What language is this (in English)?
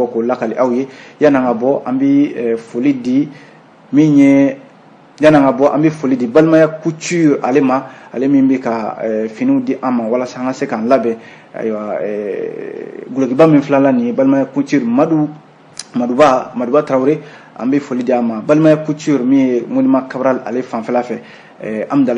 Bambara